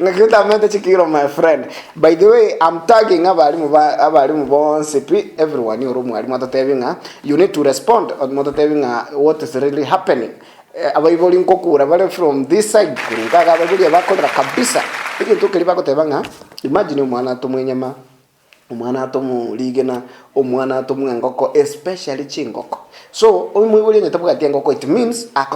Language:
Gusii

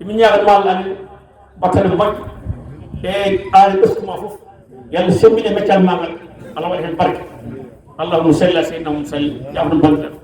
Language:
Fula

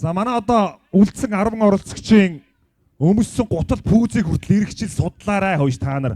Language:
Mongolian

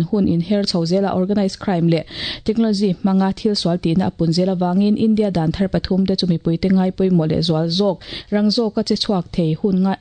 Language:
Mizo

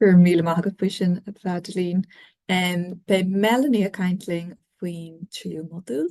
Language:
Irish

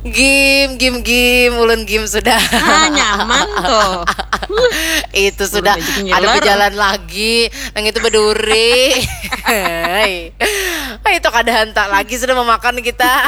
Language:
Banjar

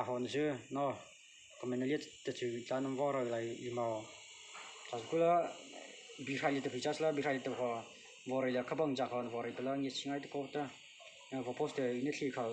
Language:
Mara Chin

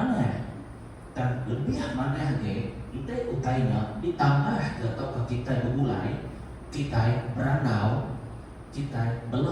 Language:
Iban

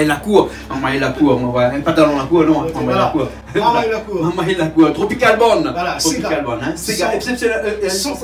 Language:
Réunion Creole French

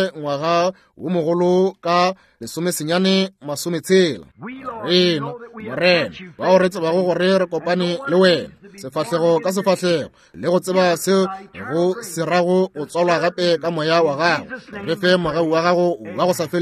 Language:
Northern Sotho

